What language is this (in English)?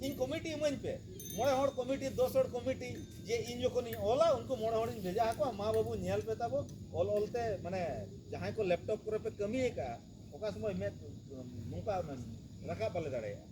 Santali